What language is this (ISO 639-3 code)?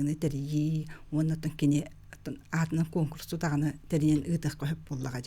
sah